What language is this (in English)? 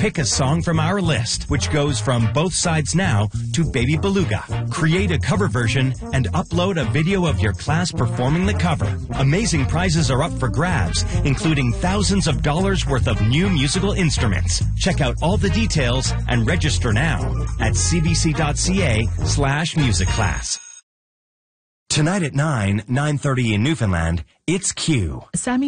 English